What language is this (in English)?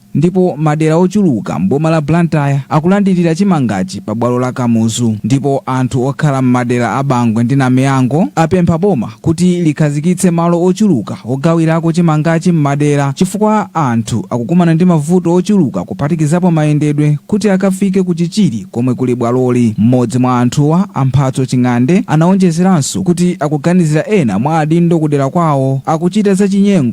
Nyanja